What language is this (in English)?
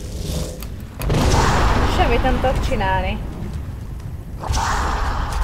Hungarian